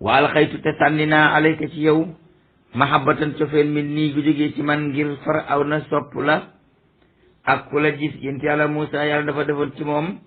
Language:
Wolof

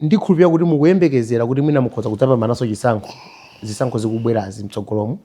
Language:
Nyanja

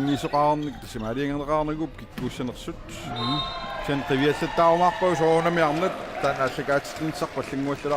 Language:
Kalaallisut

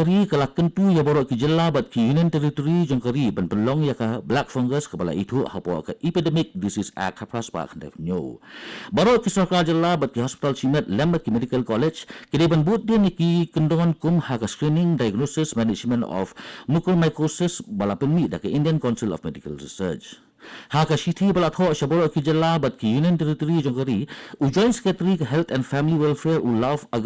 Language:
Khasi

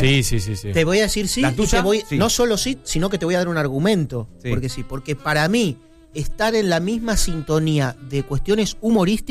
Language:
Spanish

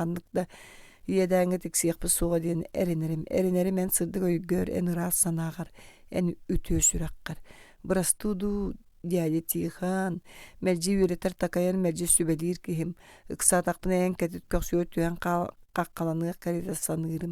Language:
Yakut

